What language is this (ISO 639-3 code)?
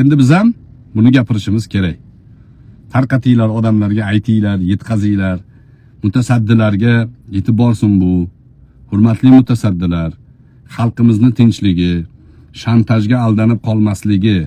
uzb